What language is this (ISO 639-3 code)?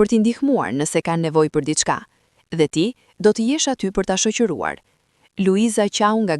sqi